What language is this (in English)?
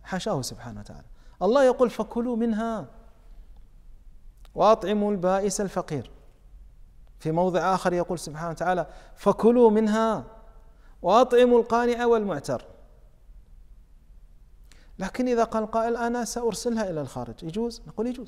Arabic